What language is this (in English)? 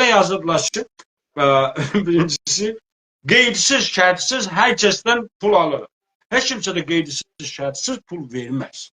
South Azerbaijani